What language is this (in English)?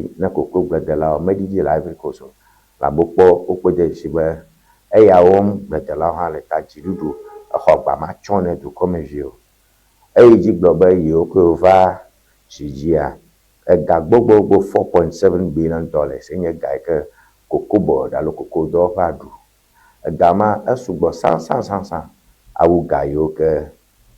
Ewe